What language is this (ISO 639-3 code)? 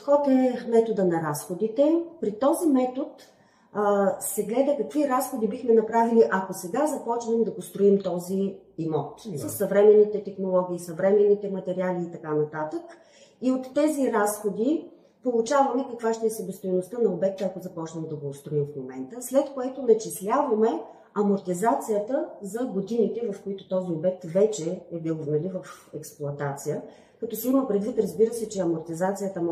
bul